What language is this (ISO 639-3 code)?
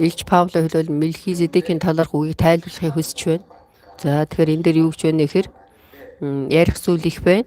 mon